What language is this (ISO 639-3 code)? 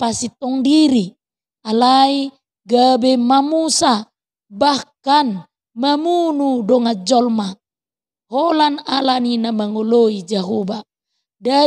bbc